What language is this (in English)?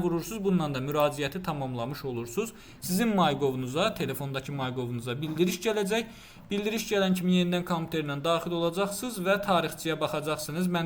Azerbaijani